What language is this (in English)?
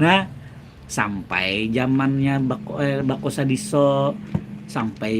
Banjar